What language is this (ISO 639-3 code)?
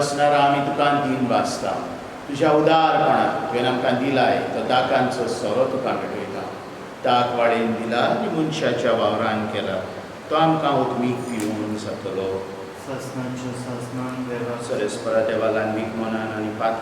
kok